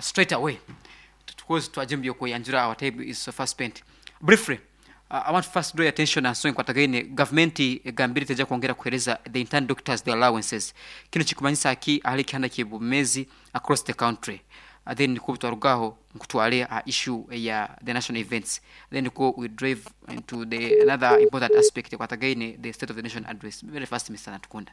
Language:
Nyankole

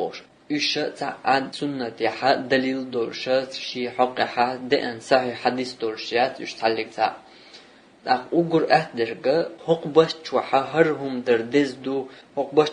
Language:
Chechen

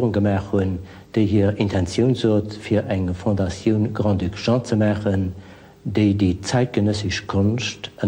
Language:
Luxembourgish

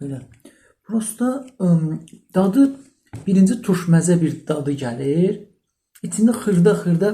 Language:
Azerbaijani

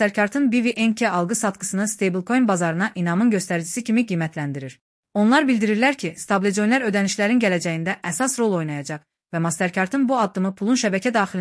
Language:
Azerbaijani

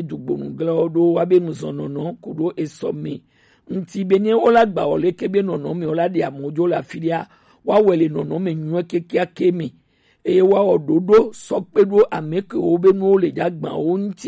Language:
Gen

